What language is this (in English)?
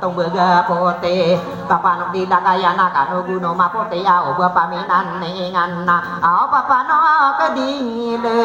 Maranao